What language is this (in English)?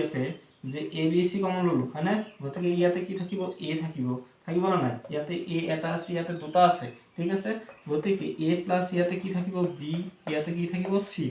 Assamese